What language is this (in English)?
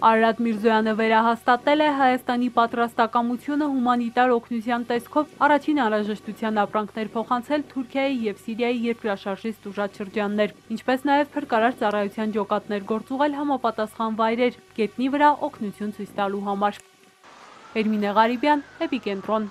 Armenian